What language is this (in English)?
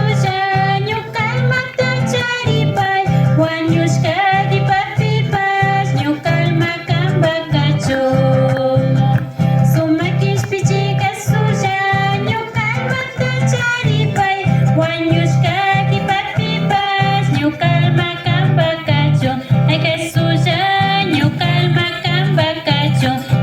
Imbabura Highland Quichua